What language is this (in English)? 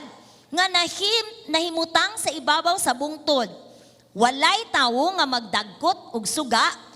Cebuano